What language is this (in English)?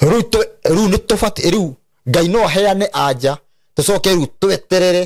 Kikuyu